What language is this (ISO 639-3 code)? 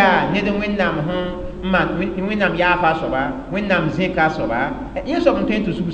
mos